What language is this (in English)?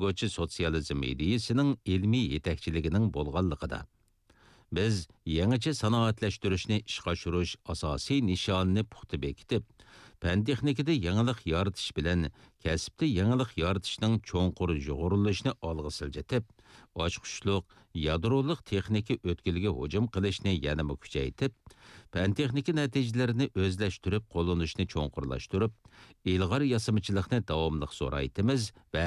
Uyghur